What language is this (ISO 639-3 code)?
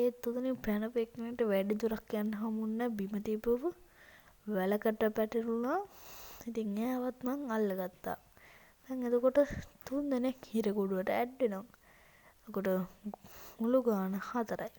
sin